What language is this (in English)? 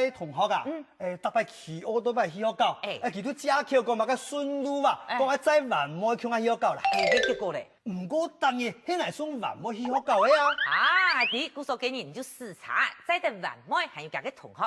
Hakka Chinese